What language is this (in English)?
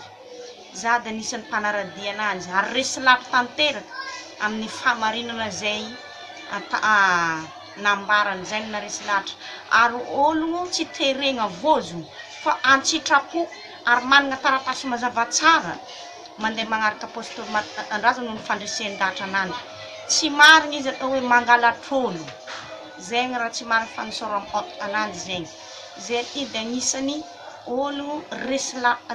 Malagasy